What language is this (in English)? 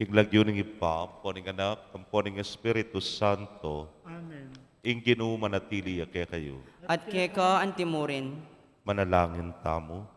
Pampanga